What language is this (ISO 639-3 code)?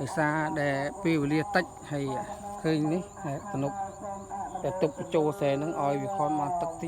khm